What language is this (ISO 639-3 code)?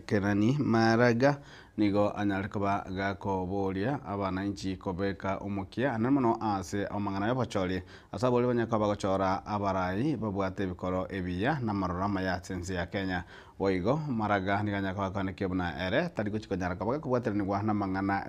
guz